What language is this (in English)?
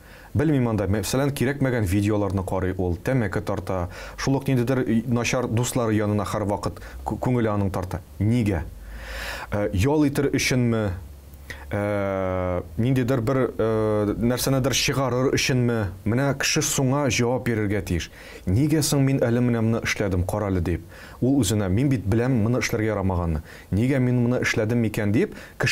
Tatar